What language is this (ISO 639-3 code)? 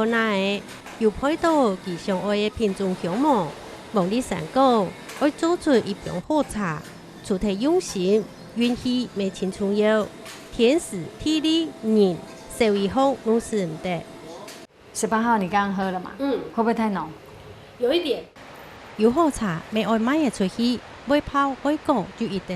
hak